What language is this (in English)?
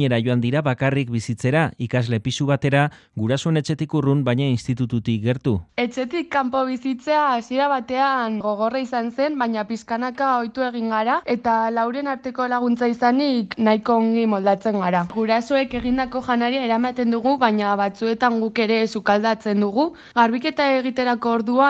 Basque